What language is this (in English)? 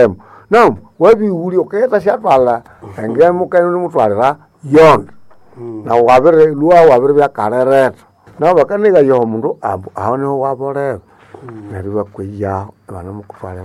Nande